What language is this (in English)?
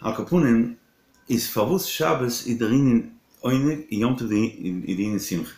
Yiddish